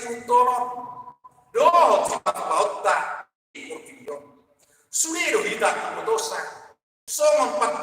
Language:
Batak Toba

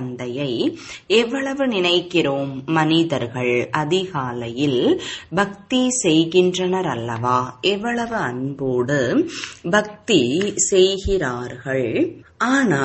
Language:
Tamil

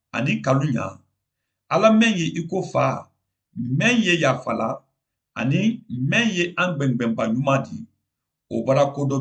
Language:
Mandingo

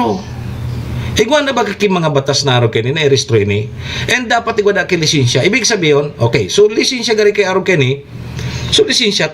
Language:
Bikol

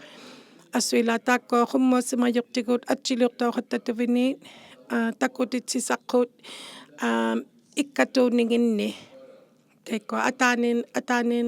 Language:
Inuktitut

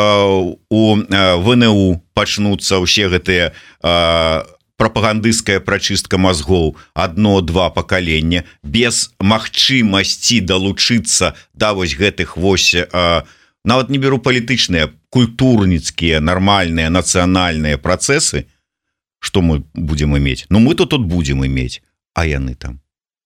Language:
Belarusian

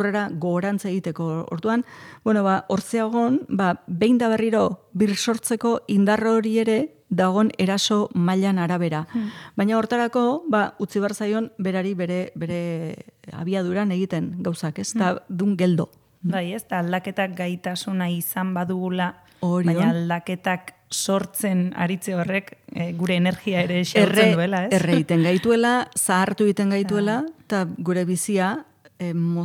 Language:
Basque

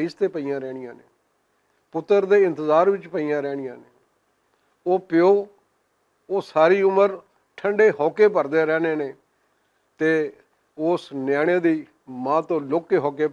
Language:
Western Panjabi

